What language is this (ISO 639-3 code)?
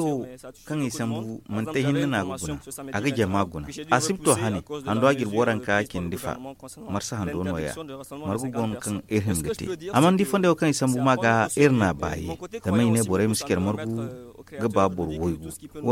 dje